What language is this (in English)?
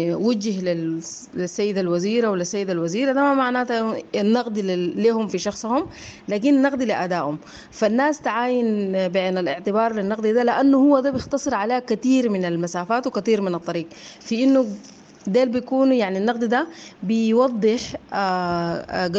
Sudanese Arabic